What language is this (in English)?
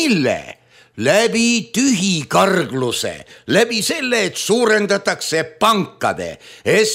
Estonian